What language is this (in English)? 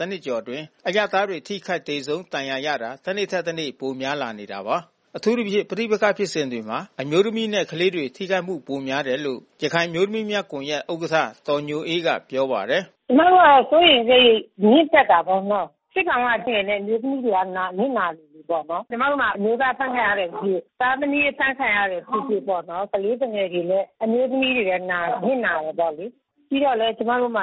Burmese